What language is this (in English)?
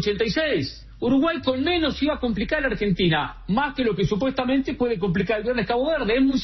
Spanish